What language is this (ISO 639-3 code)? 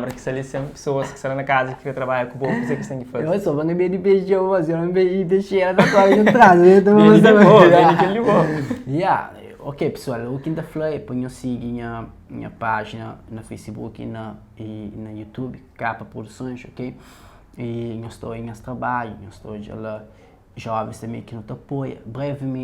kea